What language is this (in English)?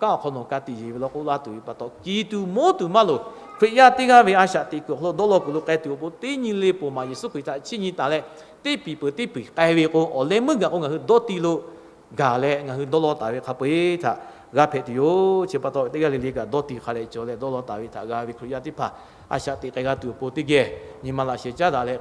Lahu